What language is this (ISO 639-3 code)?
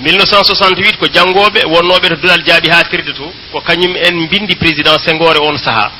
ful